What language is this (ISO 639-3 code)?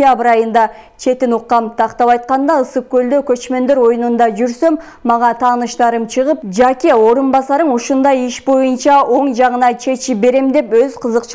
kir